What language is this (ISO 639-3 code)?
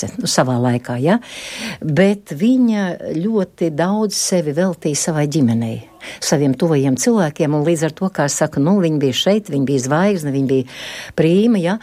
lav